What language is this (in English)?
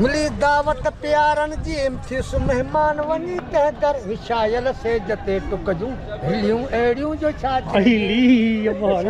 Sindhi